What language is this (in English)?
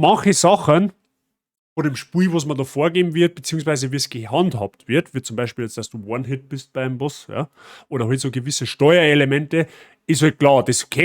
Bavarian